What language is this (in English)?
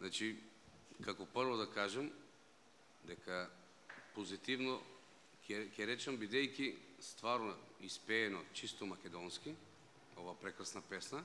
Macedonian